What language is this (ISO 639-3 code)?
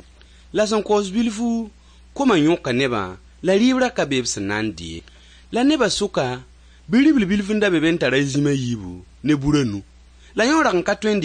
mos